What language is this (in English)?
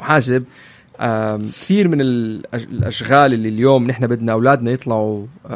North Levantine Arabic